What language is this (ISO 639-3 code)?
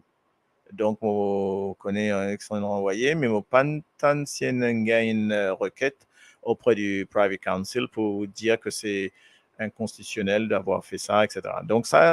mfe